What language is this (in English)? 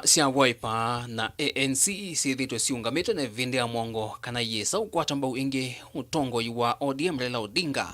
Kamba